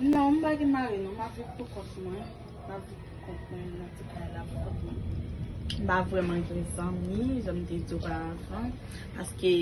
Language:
Haitian Creole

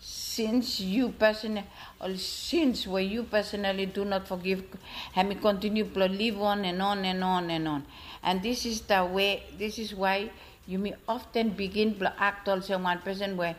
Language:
Bislama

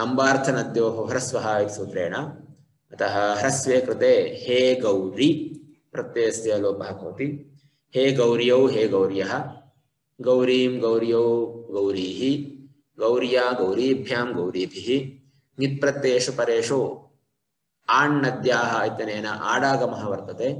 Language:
Sanskrit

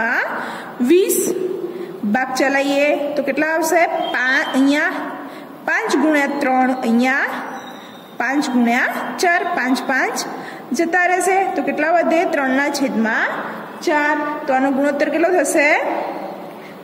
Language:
Gujarati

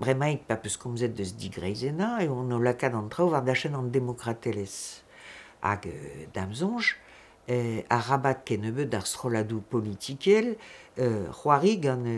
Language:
Breton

